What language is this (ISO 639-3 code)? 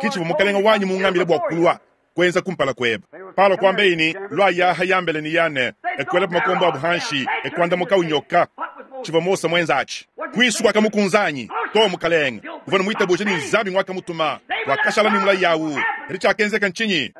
lua